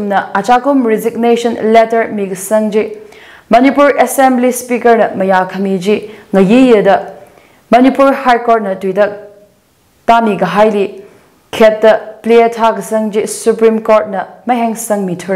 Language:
Tangkhul Naga (India)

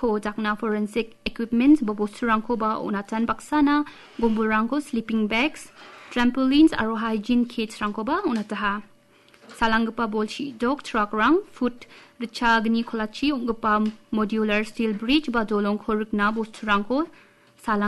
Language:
Garo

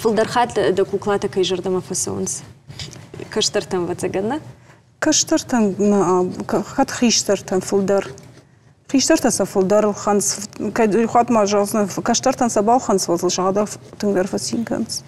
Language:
Ossetic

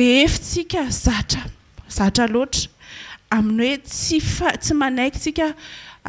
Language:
Malagasy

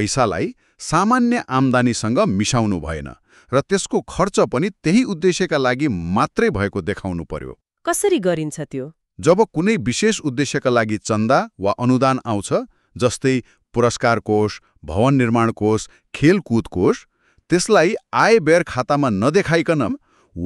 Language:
Nepali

